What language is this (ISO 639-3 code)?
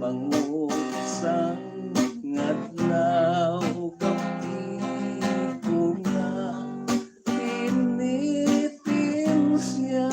hil